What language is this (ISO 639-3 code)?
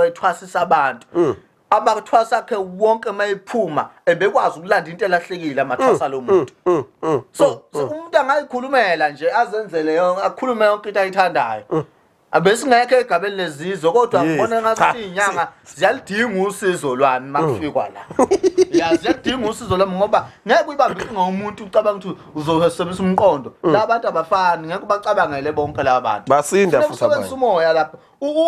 zul